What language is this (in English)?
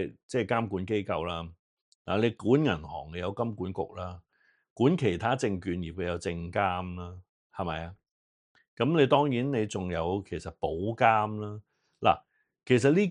Cantonese